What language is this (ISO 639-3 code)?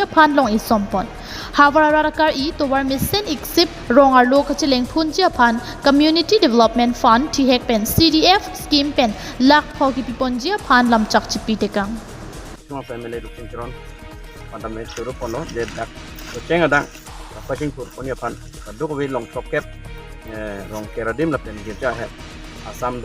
mjw